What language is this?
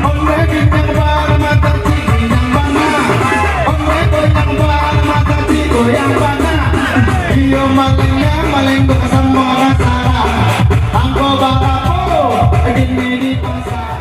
Minangkabau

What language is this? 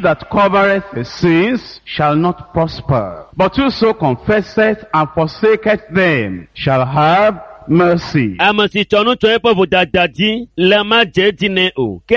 Ewe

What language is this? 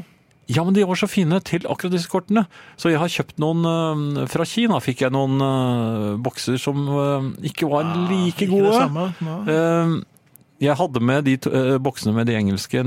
Norwegian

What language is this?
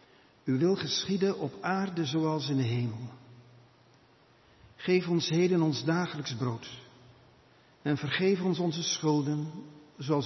Dutch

